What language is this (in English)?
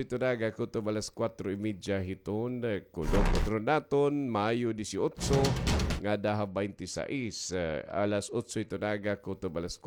Waray